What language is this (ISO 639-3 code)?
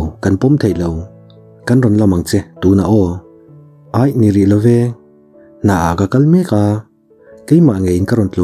lus